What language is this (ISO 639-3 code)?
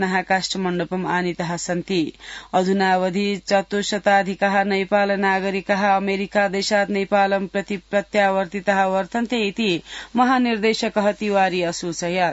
san